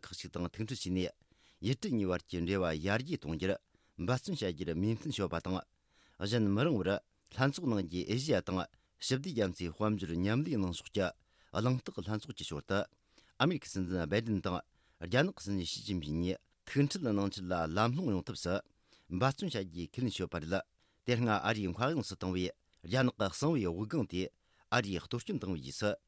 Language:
Tibetan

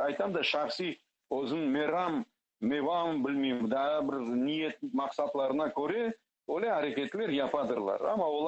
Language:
Crimean Tatar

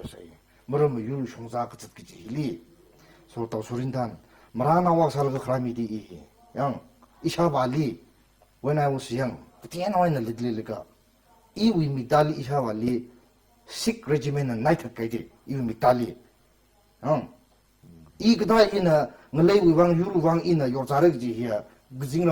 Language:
Tangkhul Naga (India)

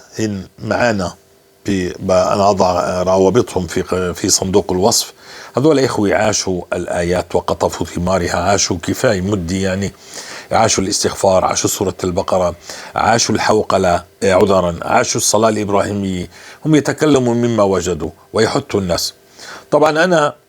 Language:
North Levantine Arabic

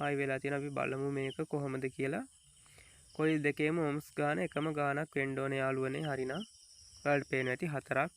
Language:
Sinhala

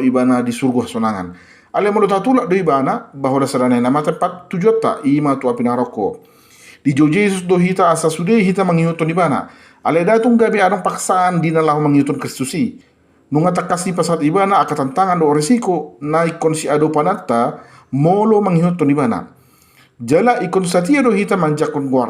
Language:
Batak Toba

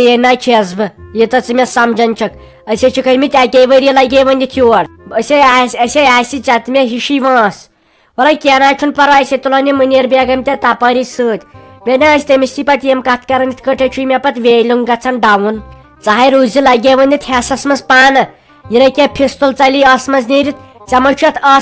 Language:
Kashmiri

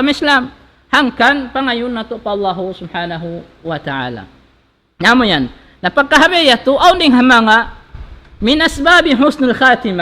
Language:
Tausug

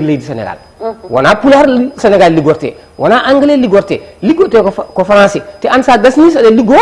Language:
Fula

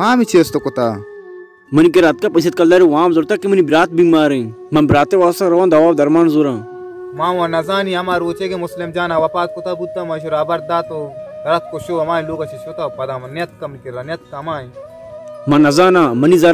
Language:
Baluchi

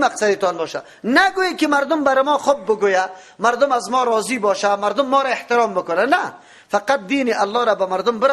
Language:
Persian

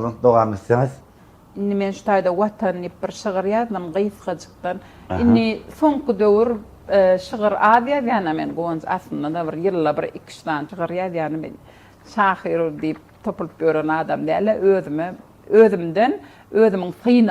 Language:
Turkmen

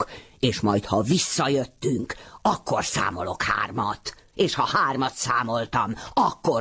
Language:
Hungarian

